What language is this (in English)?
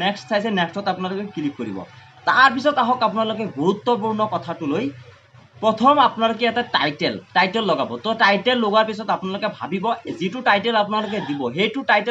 Assamese